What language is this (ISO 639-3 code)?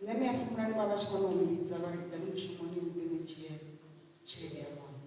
ven